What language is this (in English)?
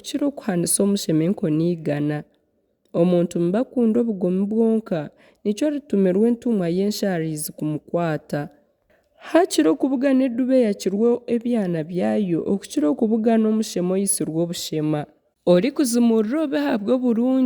Nyankole